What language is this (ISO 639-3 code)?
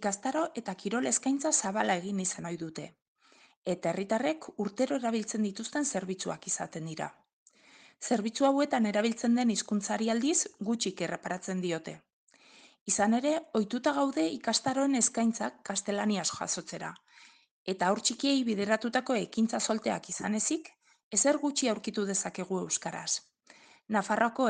eus